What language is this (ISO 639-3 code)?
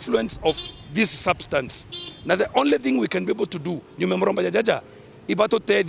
mer